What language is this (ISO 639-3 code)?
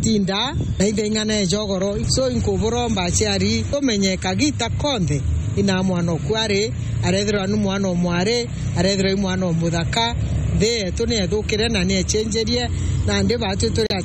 mer